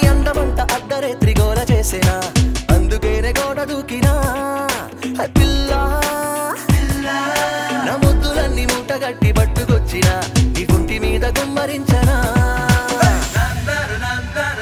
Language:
Telugu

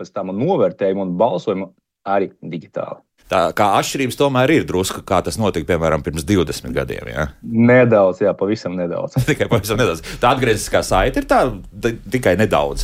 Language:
Latvian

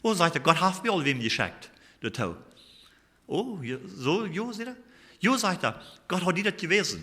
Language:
Plautdietsch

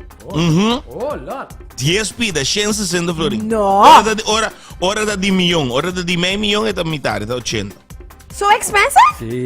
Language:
Papiamento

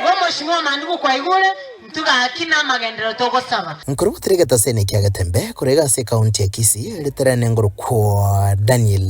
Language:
Gusii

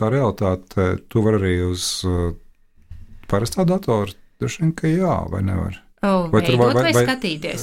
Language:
Latvian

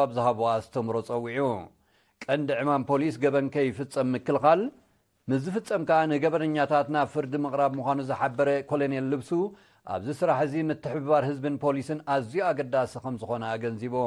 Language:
Tigrinya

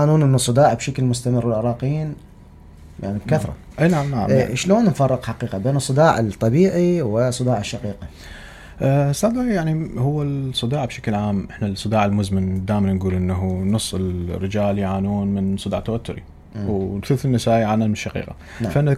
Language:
Mesopotamian Arabic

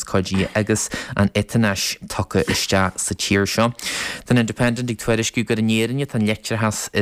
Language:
Irish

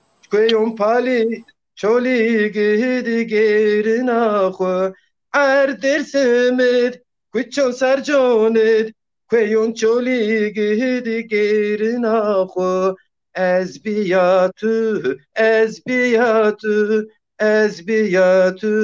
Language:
Zaza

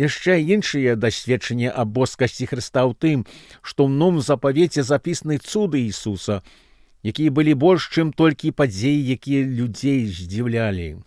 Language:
Belarusian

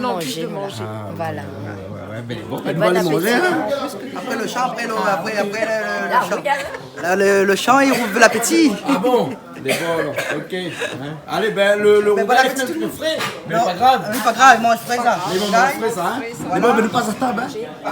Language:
Réunion Creole French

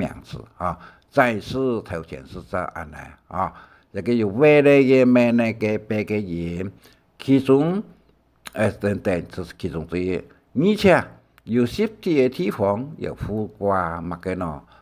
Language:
Hakka Chinese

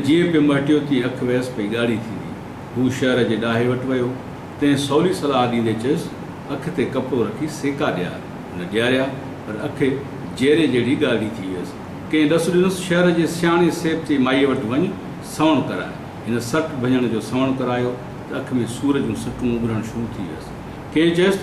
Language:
Sindhi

